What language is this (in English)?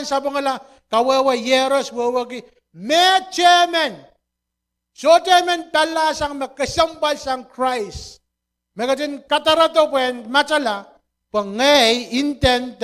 Pohnpeian